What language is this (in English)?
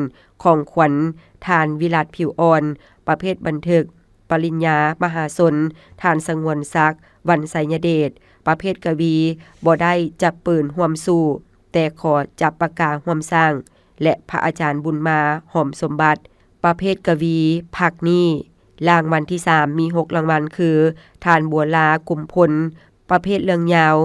Lao